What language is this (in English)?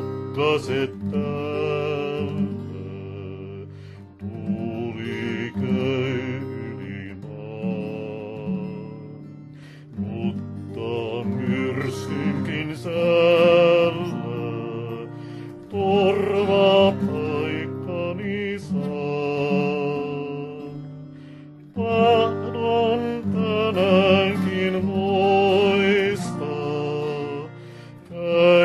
Finnish